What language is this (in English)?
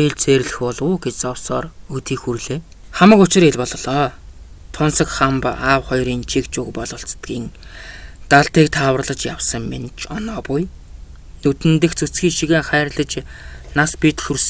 Mongolian